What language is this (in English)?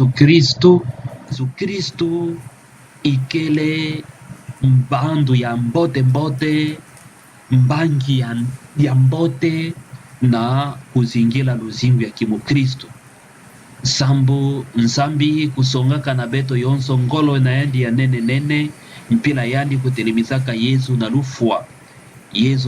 Kituba (Democratic Republic of Congo)